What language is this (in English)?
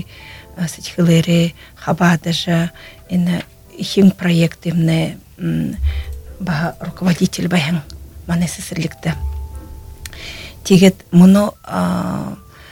Buriat